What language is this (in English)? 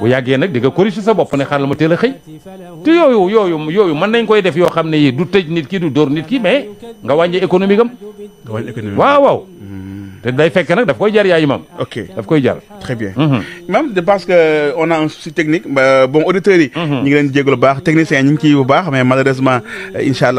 Wolof